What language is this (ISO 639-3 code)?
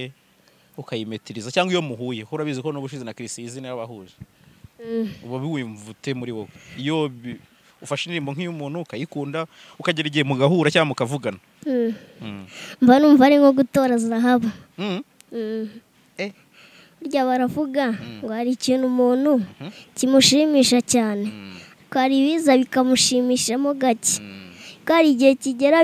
kin